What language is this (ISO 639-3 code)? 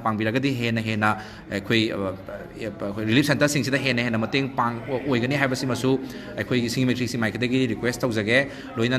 mni